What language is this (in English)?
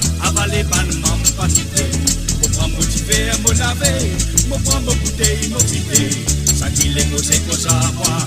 Morisyen